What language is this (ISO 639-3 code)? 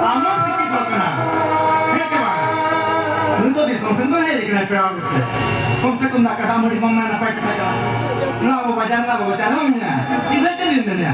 sat